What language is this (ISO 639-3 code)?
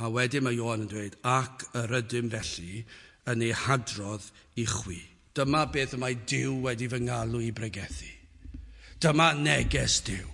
cym